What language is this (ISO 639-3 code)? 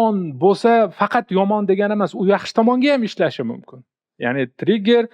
uzb